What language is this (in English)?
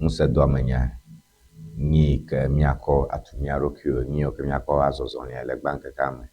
Ewe